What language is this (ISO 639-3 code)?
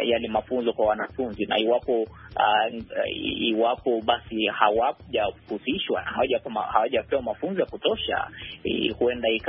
swa